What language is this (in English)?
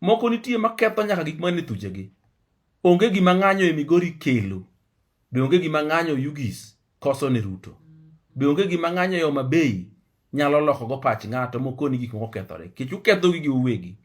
Luo (Kenya and Tanzania)